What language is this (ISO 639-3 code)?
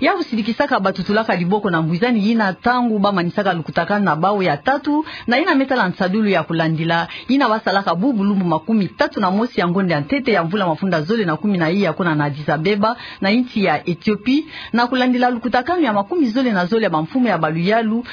ktu